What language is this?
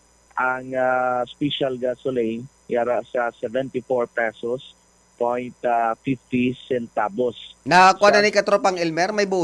Hiligaynon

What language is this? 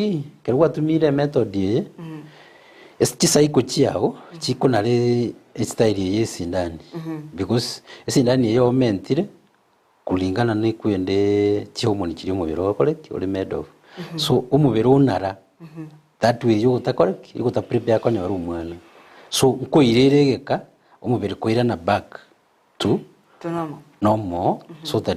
Gusii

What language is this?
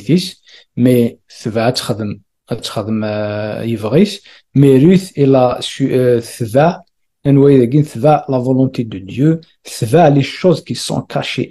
Kabyle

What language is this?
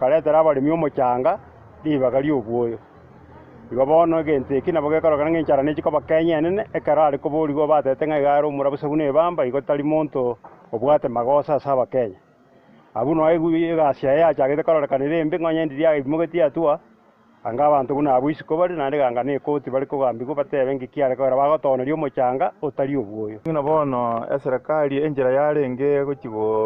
Gusii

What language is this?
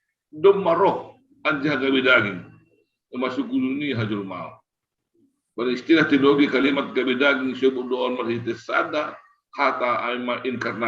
Batak Simalungun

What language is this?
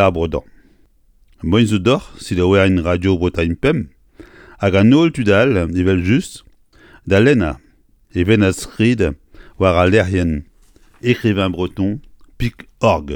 Breton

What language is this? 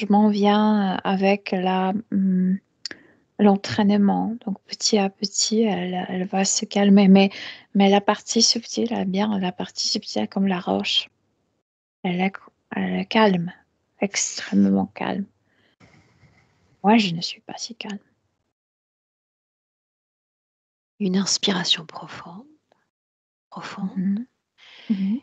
French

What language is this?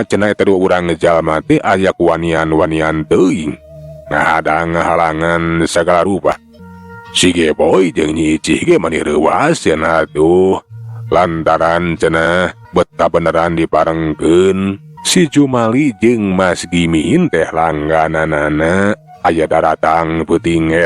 Sundanese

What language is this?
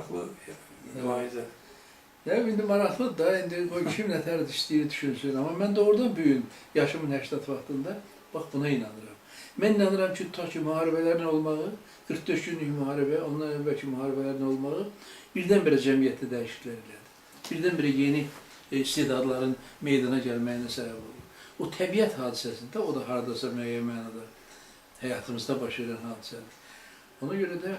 Azerbaijani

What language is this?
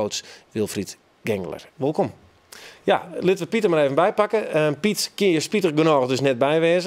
Western Frisian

